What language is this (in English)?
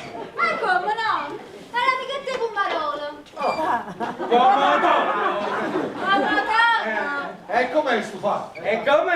Neapolitan